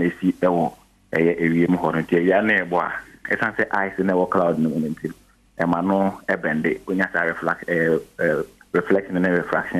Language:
Akan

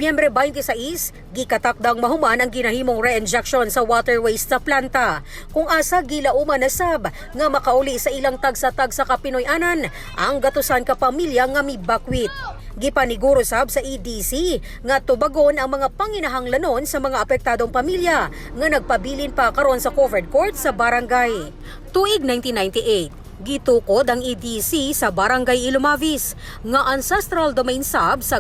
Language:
Cebuano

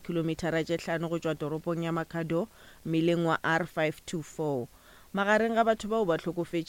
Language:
Northern Sotho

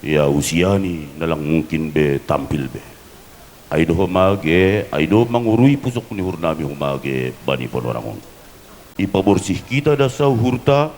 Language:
Batak Simalungun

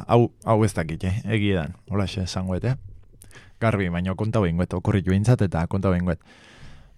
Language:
Basque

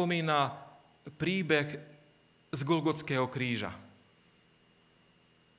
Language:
Slovak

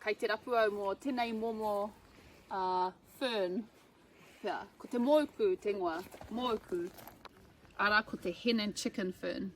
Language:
Māori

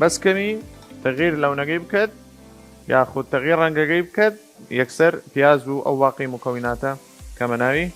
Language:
Southern Kurdish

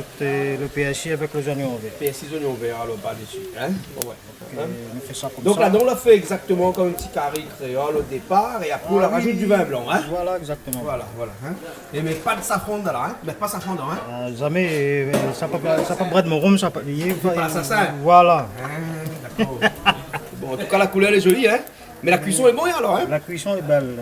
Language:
Réunion Creole French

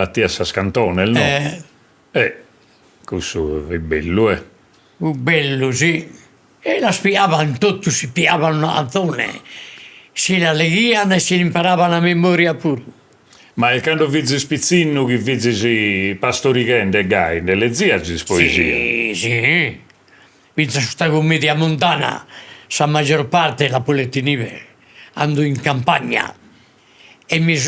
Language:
Sardinian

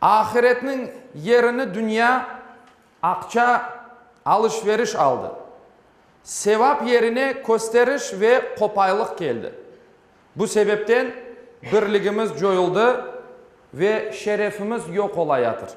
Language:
Crimean Tatar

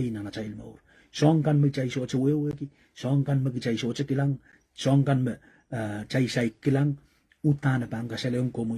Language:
Pohnpeian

